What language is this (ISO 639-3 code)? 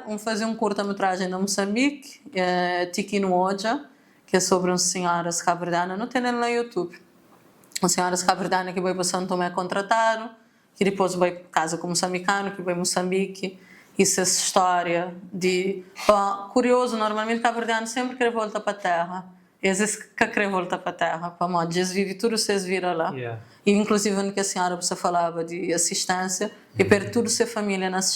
kea